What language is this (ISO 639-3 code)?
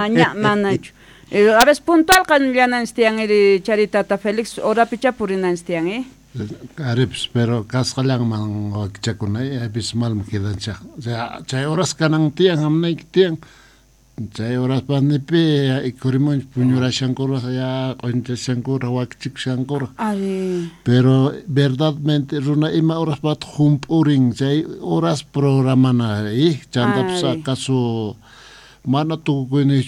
quh